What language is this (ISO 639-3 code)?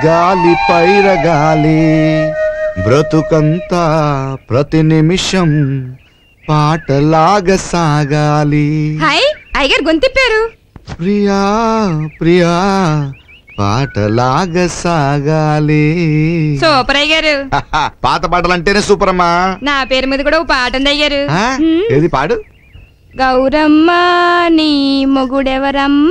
tel